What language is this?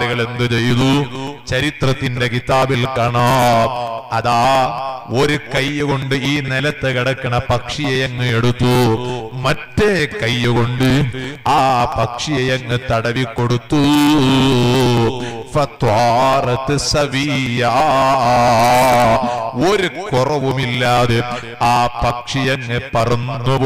Malayalam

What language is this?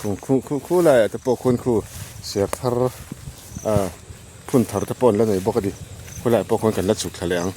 Mizo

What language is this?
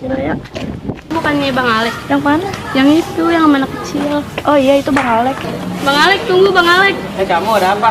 Betawi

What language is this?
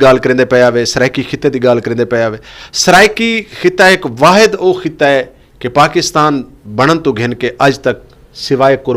Saraiki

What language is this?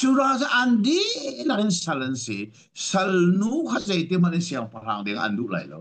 Hakha Chin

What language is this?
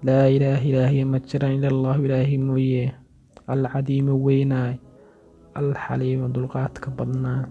Somali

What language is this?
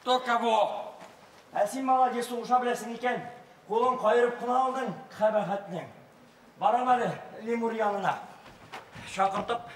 Tatar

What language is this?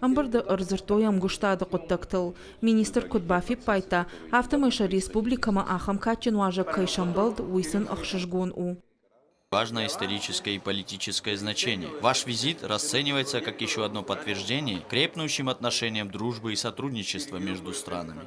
Ossetic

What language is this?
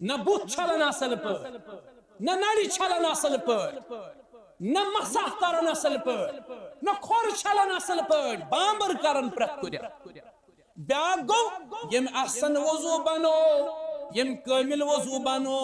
Kashmiri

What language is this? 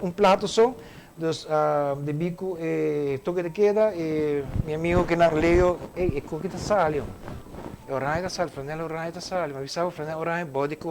Papiamento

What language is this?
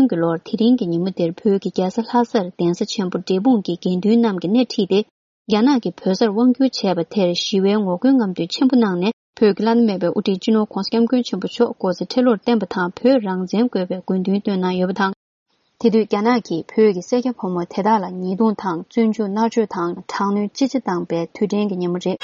Tibetan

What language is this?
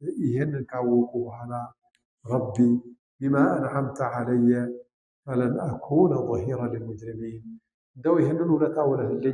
Amharic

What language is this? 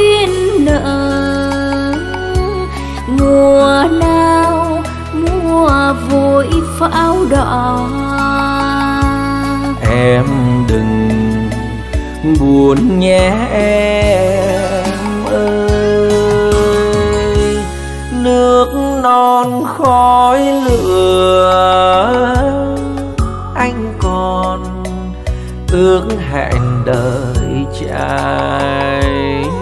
Vietnamese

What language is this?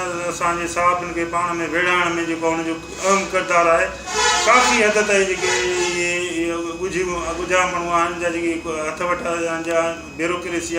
Sindhi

